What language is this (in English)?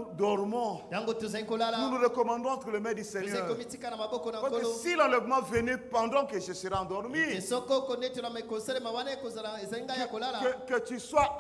French